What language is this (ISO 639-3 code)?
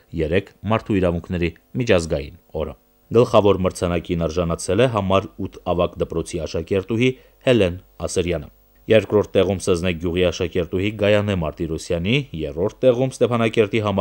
hye